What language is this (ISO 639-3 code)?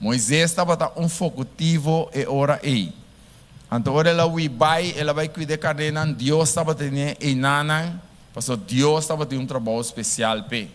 pap